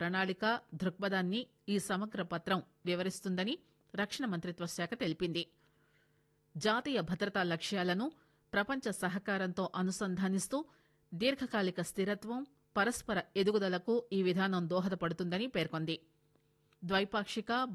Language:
Telugu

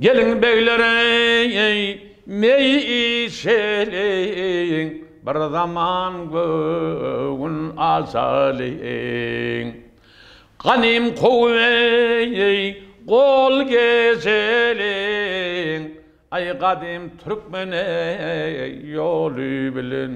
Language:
Turkmen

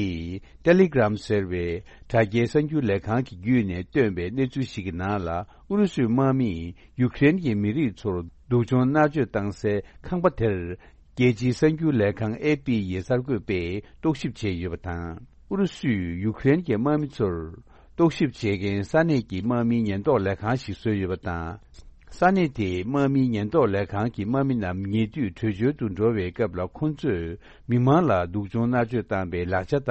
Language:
Tibetan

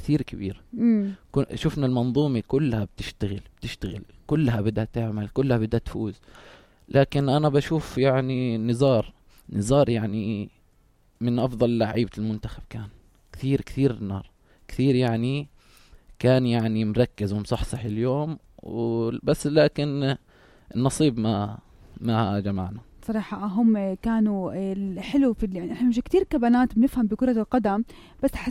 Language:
North Levantine Arabic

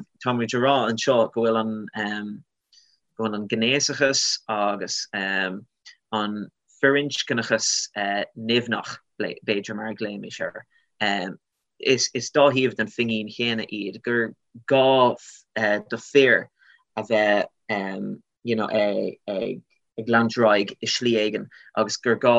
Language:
Irish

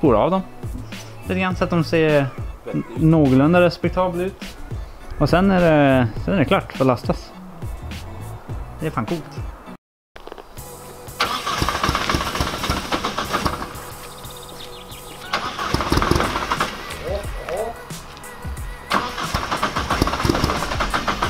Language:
Swedish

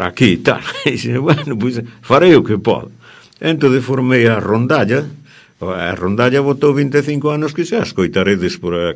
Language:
Galician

